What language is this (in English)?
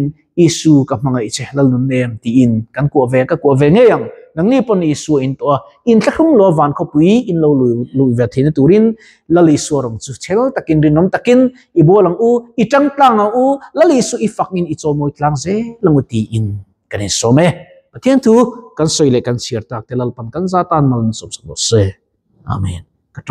Mizo